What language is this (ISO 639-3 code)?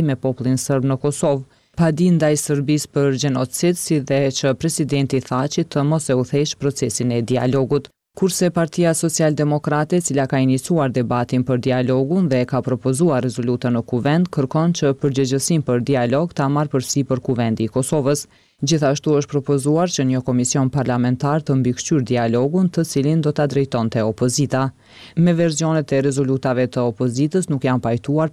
sqi